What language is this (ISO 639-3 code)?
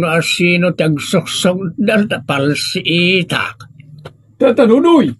ilo